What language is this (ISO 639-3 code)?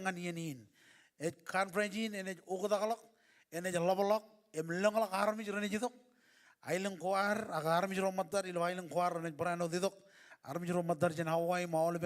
mah